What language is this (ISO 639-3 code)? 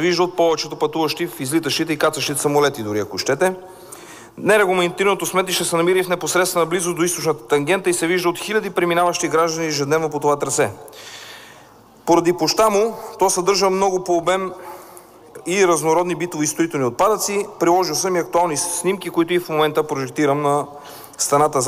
bul